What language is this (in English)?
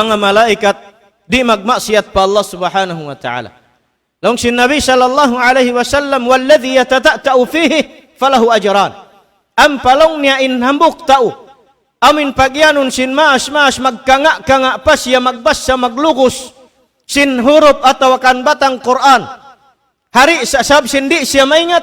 Tausug